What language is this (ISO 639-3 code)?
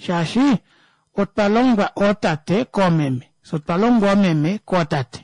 kua